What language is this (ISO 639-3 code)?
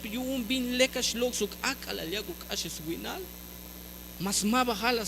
tzh